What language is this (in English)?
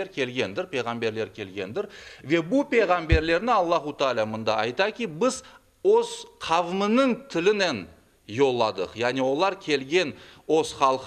Crimean Tatar